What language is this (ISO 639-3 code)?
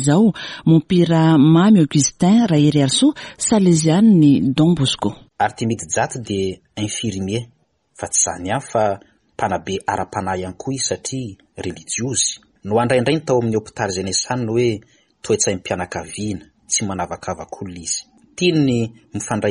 mlg